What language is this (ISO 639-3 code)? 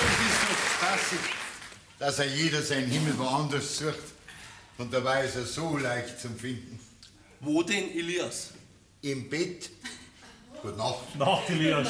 bar